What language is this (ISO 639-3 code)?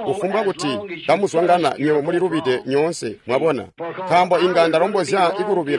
toi